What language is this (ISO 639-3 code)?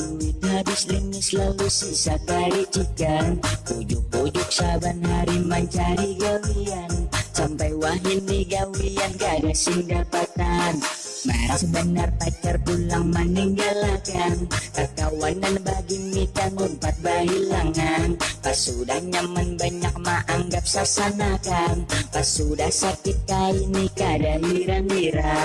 bjn